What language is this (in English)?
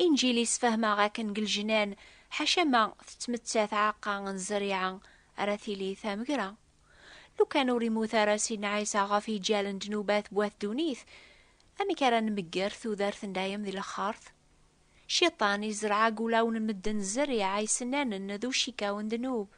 Kabyle